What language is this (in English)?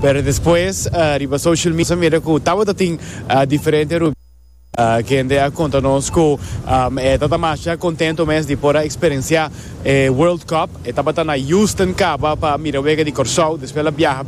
Papiamento